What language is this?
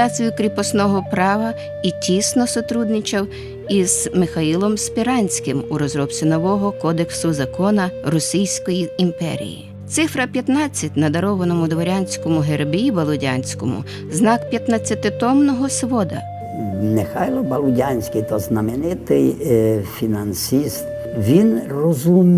Rusyn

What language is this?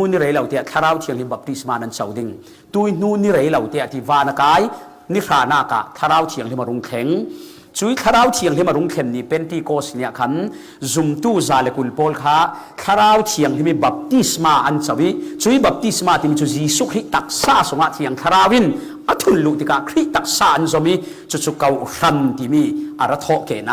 Falam Chin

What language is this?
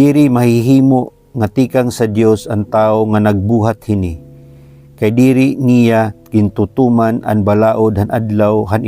Waray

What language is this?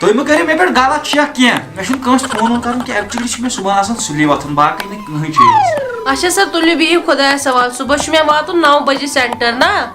Kashmiri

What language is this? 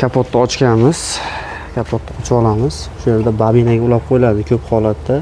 Uzbek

